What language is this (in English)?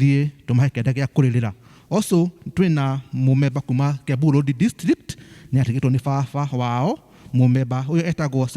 Kikuyu